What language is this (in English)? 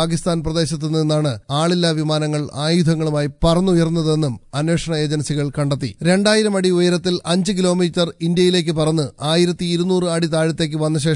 Malayalam